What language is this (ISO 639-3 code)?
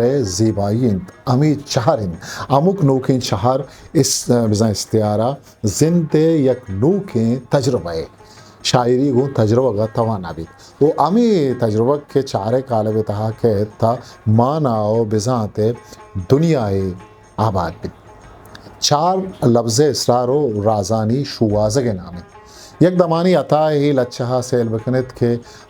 bgp